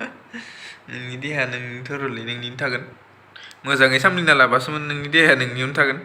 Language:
Bodo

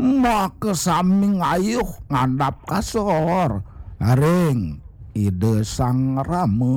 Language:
Balinese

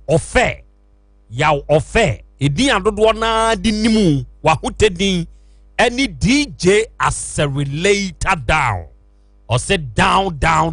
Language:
Akan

